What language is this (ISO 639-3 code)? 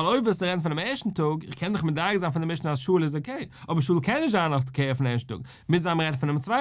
yid